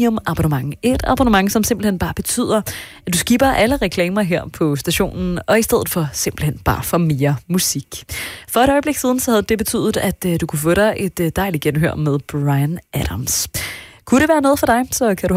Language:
Danish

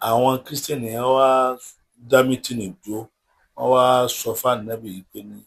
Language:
Yoruba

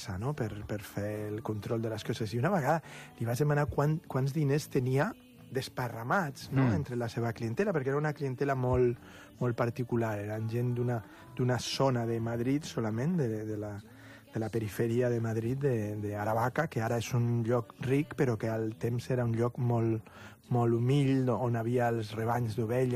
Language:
Catalan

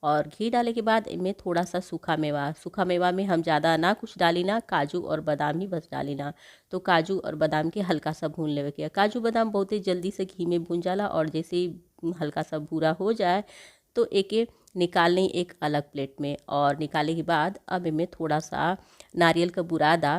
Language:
Bhojpuri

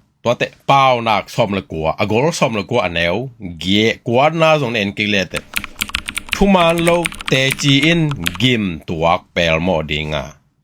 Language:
Tedim Chin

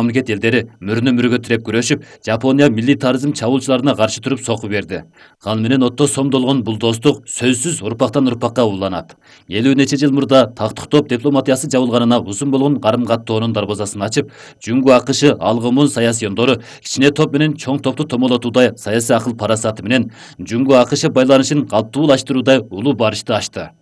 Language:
Kyrgyz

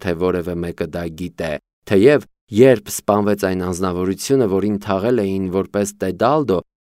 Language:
Armenian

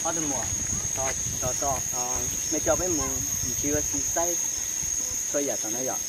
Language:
Hmong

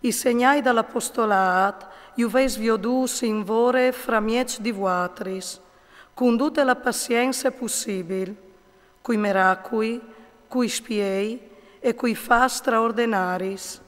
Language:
Friulian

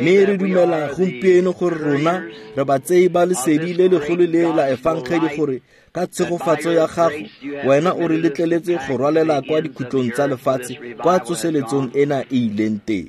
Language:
Tswana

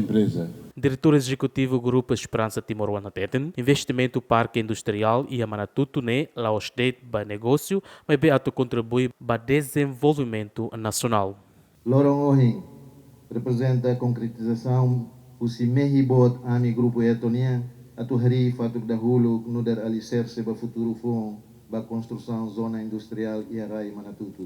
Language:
Tetum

